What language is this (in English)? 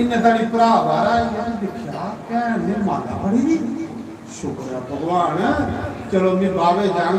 Dogri